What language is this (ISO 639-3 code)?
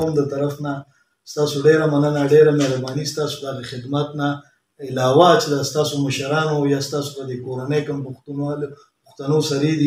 pus